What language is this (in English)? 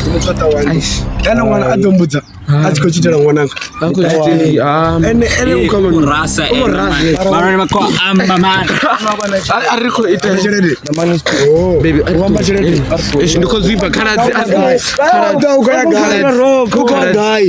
Venda